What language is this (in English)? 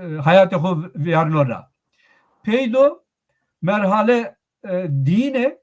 Zaza